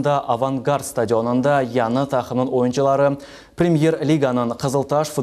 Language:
Crimean Tatar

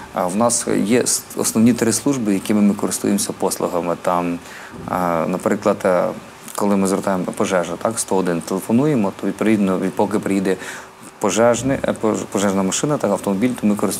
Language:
Ukrainian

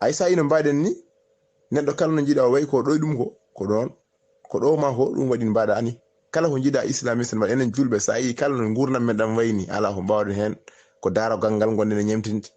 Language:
Fula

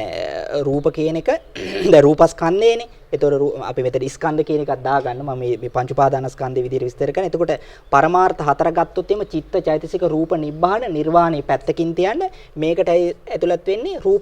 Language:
Sinhala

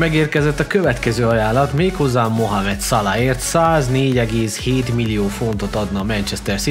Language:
Hungarian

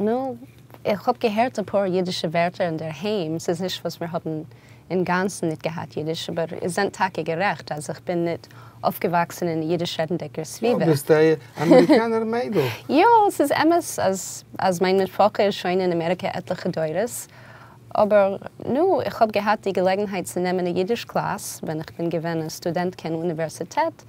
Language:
Yiddish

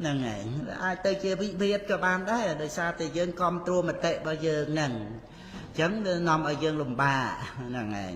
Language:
Khmer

